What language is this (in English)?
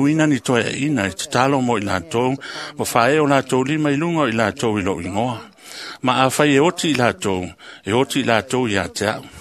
Samoan